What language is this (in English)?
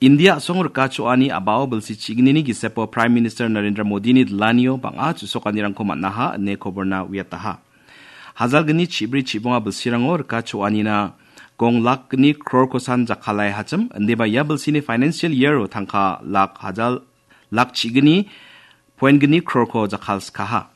Garo